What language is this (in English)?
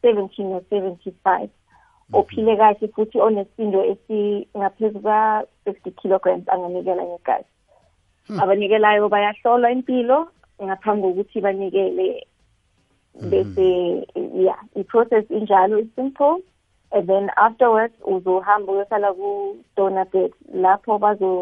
South Ndebele